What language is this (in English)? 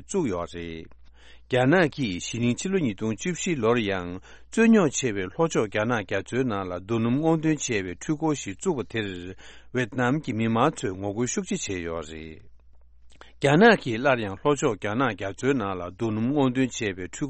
Tibetan